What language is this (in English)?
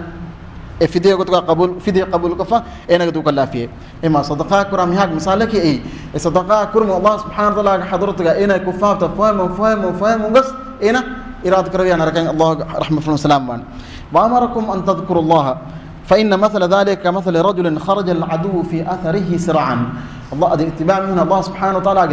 Divehi